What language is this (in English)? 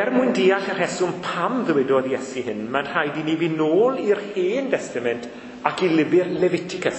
Welsh